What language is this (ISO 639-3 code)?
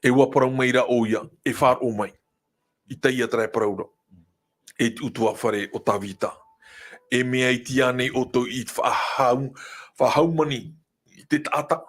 tah